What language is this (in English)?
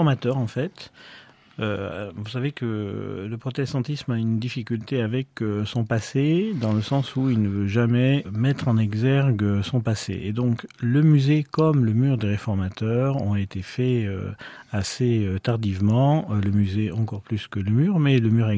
French